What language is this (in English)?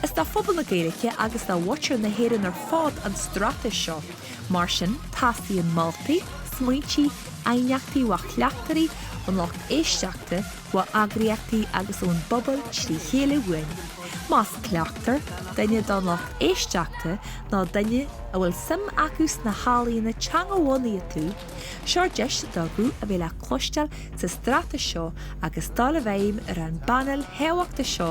Irish